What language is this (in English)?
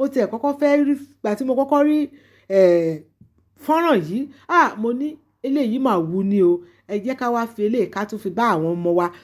Yoruba